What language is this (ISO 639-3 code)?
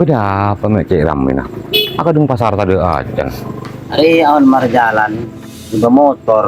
mad